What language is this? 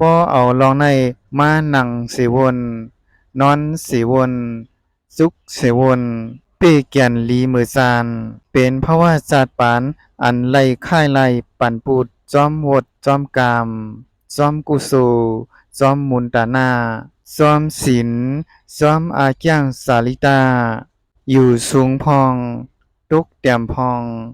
Shan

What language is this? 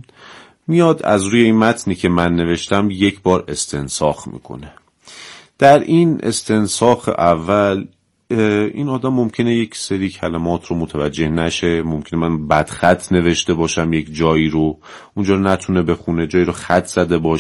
Persian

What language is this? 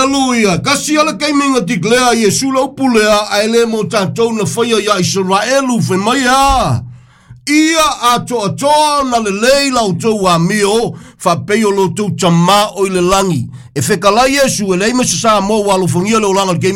Samoan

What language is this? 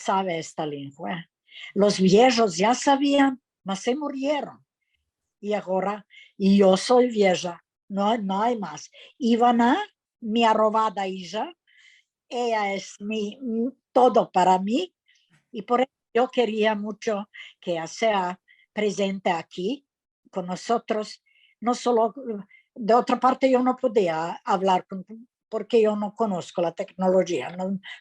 Ladino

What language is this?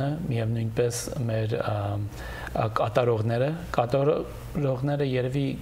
Western Armenian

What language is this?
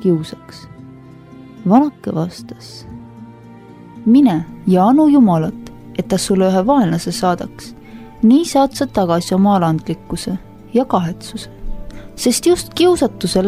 Estonian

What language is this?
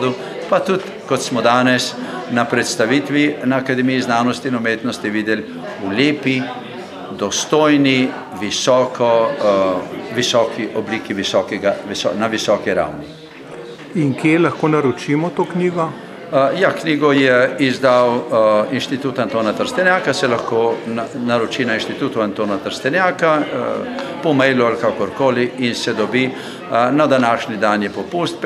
Slovenian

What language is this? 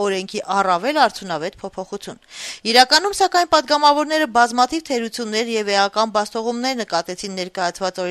Armenian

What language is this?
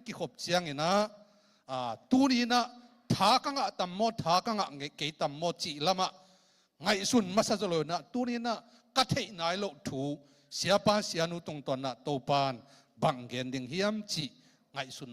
Tedim Chin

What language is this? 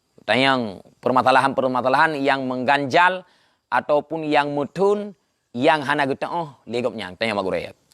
Achinese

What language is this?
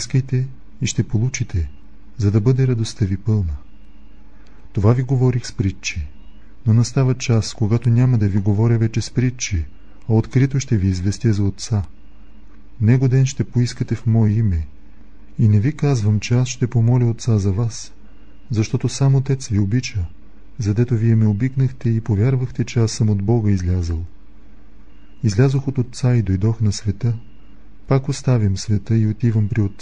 Bulgarian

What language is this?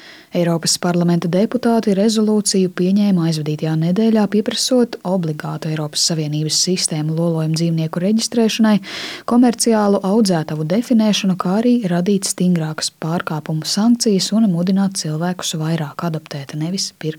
Latvian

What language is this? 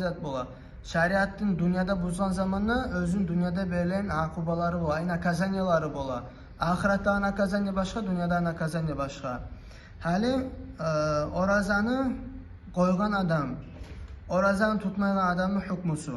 Kumyk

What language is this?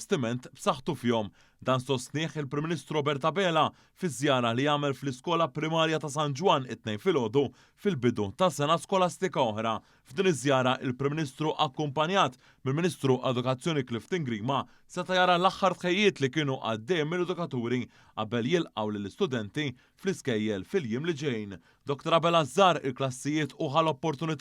Maltese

